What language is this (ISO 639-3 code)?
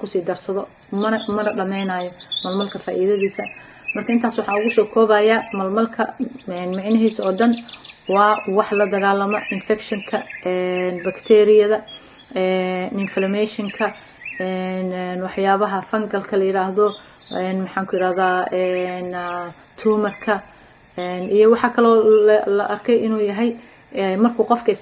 som